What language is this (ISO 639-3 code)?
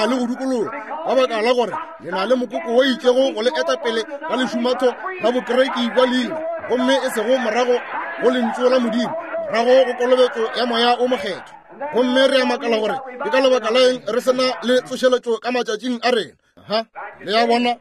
nso